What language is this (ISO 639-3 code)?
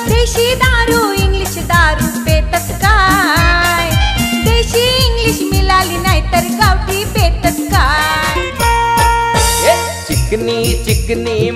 mar